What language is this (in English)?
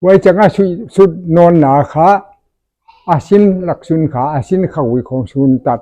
Paite Chin